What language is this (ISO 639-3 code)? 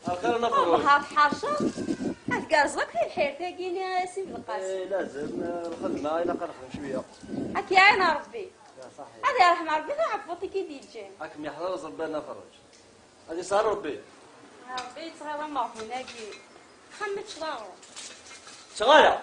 kab